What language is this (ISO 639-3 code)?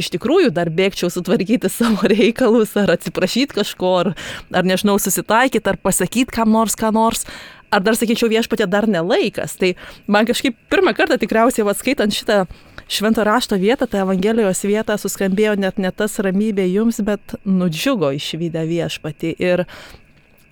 lit